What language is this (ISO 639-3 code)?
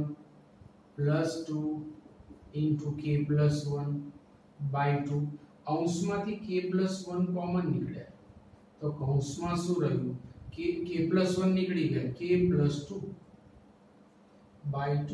guj